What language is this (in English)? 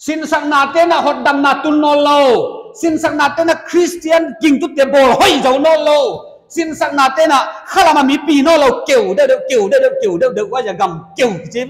Paite Chin